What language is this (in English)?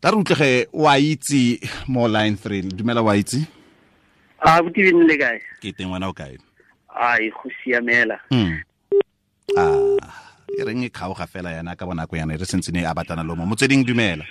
Tswana